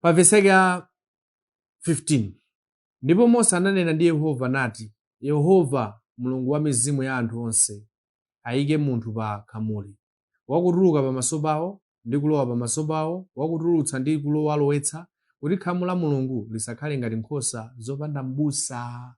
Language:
Nyanja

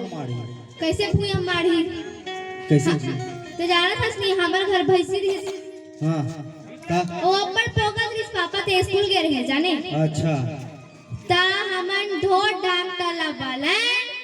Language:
Chhattisgarhi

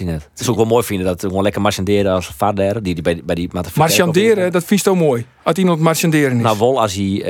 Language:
Western Frisian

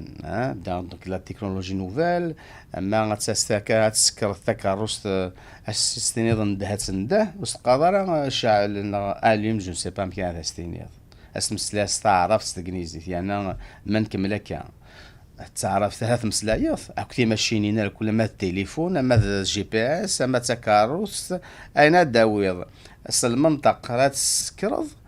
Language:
Kabyle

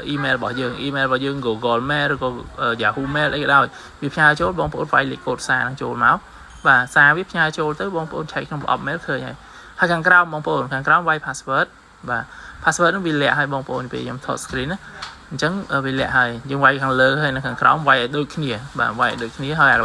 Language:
Khmer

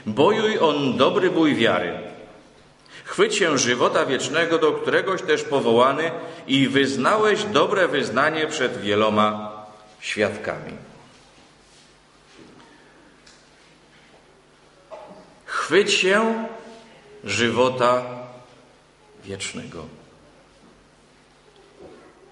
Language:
Polish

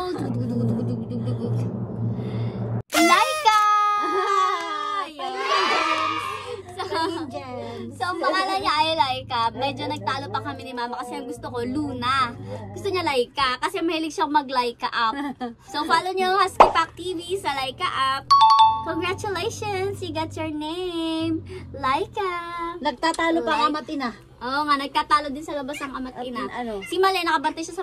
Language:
Filipino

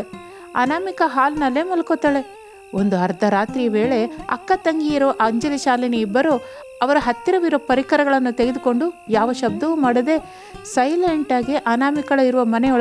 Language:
Kannada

